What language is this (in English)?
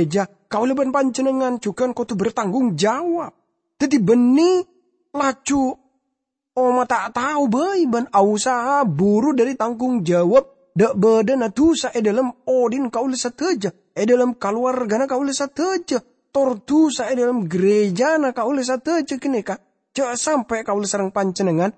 Madurese